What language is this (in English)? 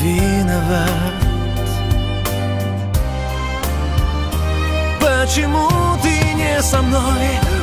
Russian